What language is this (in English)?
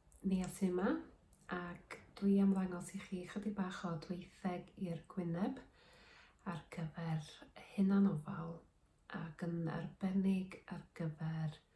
Welsh